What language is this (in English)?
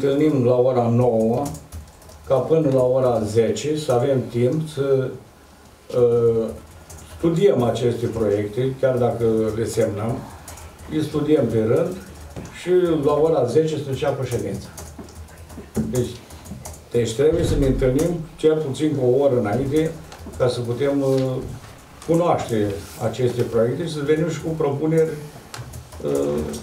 Romanian